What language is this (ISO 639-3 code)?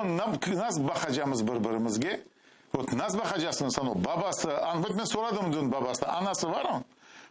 crh